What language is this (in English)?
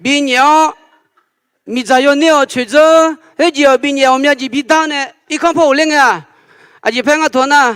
Akha